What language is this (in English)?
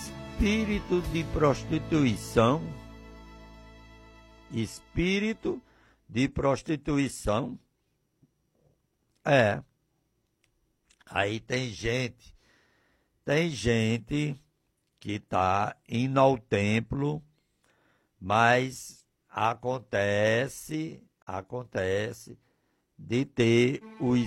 Portuguese